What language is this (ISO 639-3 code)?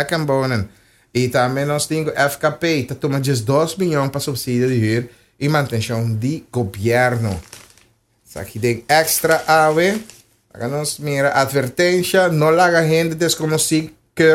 pap